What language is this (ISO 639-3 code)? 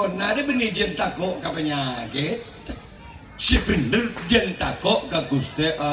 mad